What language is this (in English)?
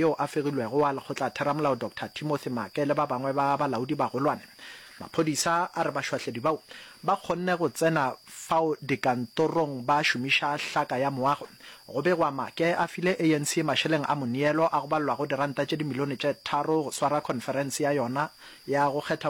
Northern Sotho